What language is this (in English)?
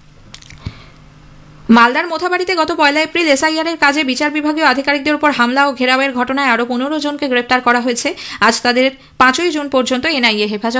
Bangla